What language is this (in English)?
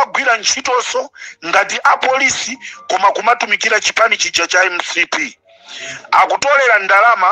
Nyanja